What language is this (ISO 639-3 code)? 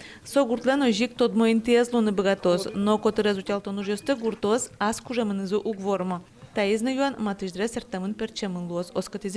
udm